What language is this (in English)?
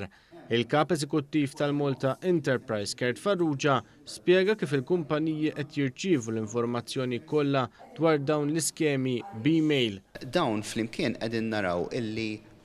Maltese